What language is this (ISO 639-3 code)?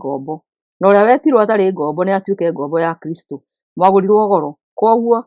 kik